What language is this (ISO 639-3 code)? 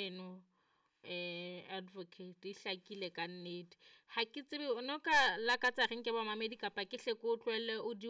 sot